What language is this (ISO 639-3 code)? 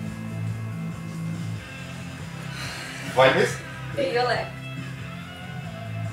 est